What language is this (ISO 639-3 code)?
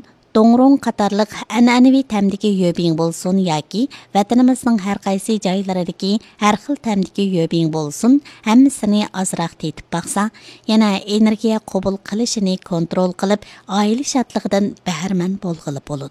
uig